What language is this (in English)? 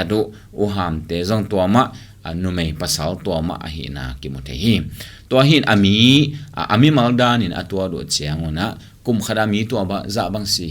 Tedim Chin